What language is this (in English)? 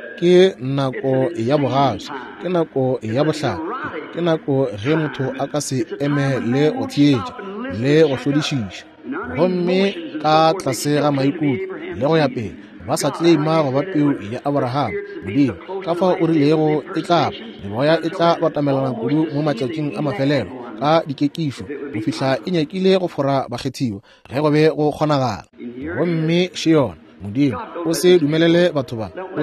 Northern Sotho